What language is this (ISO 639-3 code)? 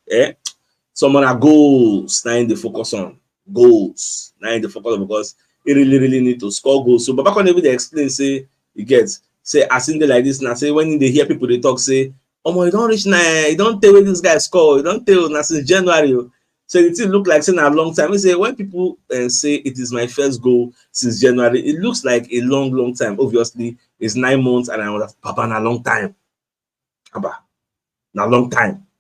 pcm